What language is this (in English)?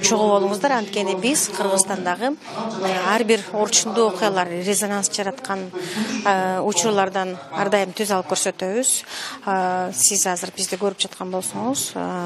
Kyrgyz